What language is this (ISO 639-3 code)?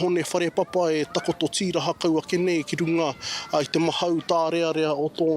mri